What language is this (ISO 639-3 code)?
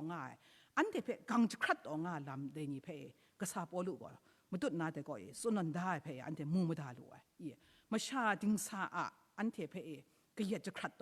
kac